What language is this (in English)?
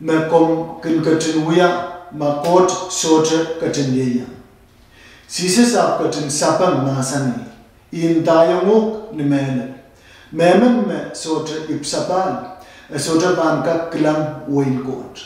Pohnpeian